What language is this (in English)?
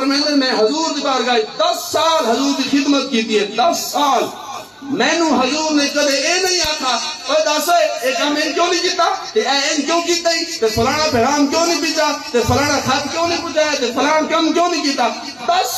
Saraiki